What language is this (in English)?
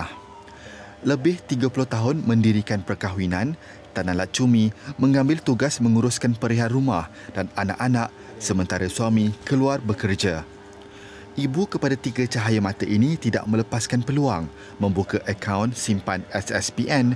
Malay